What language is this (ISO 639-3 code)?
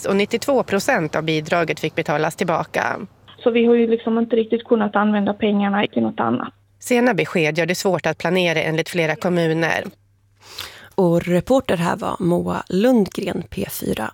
swe